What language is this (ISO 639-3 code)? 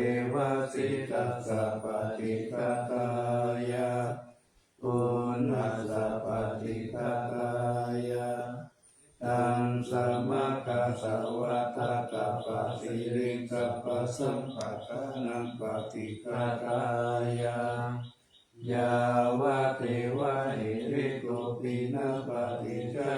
pli